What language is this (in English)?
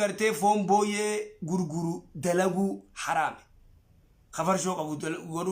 Oromo